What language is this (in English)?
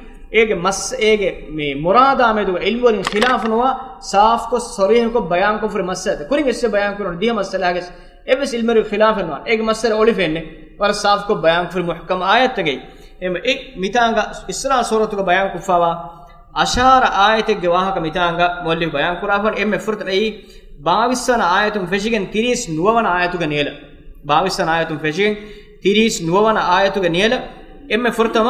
Divehi